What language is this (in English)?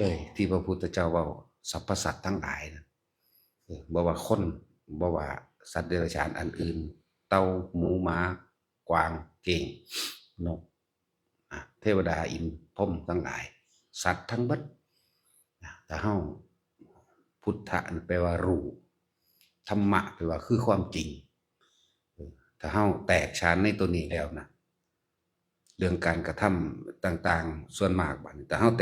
Lao